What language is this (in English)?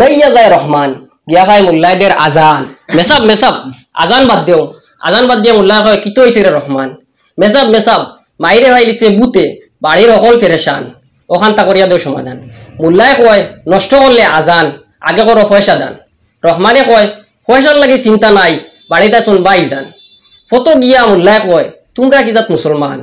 Sylheti